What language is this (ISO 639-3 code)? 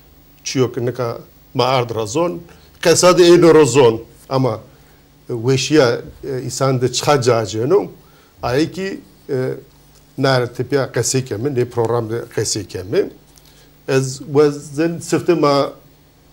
zza